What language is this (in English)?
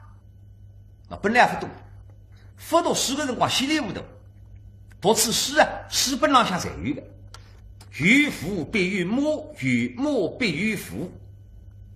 Wu Chinese